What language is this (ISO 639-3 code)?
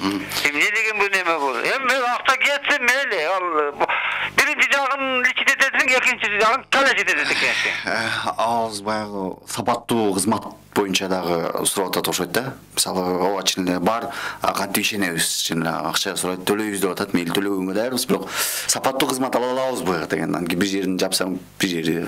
kir